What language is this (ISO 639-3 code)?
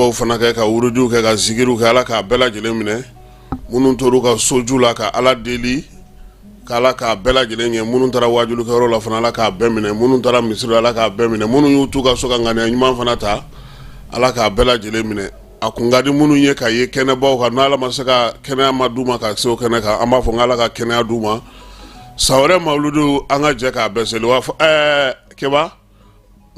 bam